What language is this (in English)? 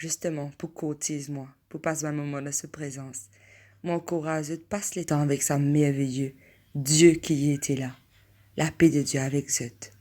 Morisyen